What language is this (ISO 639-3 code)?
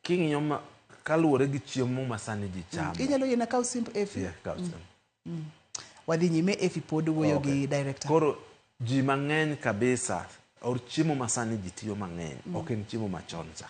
luo